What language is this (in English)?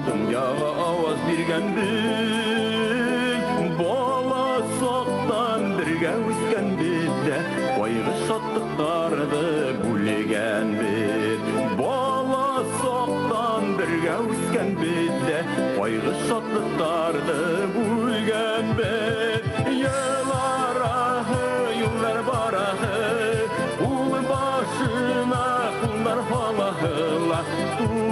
Bashkir